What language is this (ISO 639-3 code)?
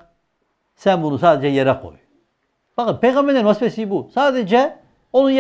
tur